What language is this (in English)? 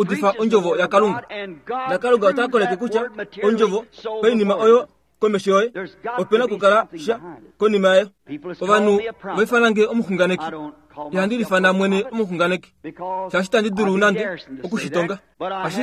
Kuanyama